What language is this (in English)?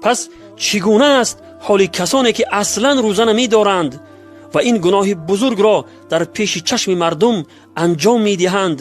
Tajik